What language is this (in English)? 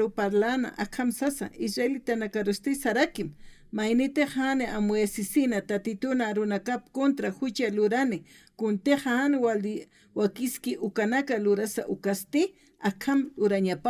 Aymara